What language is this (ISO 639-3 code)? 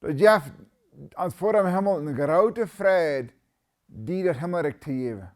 pdt